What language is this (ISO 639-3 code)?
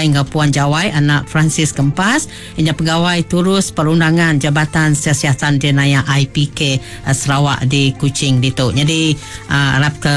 iba